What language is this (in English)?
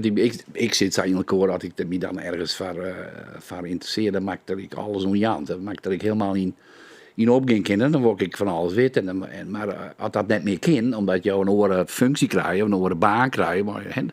Western Frisian